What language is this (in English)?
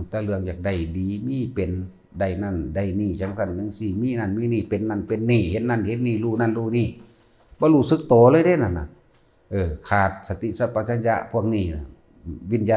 Northeastern Thai